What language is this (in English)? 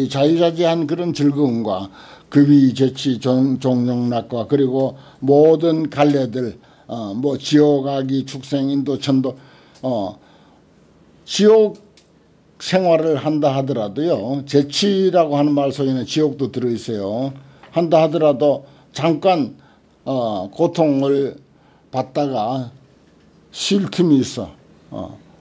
Korean